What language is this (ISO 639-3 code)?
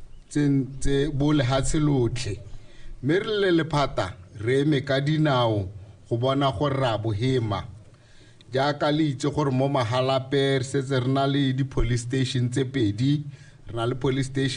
tsn